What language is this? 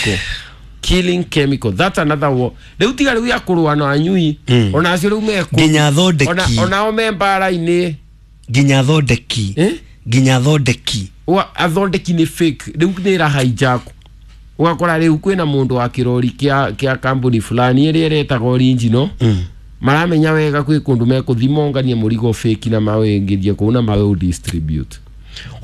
Kikuyu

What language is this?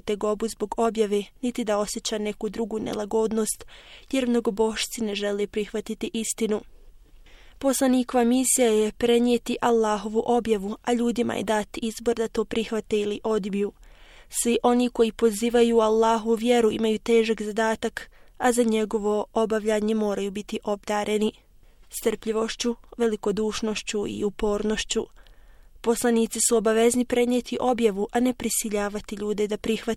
Bosnian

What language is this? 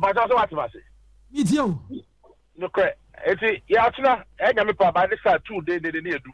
Akan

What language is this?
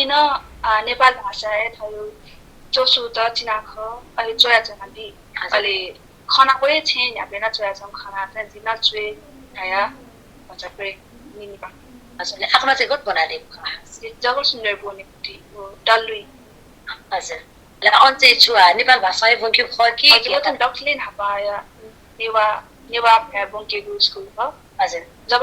Newari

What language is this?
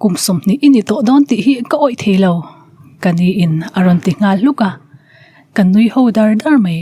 Mizo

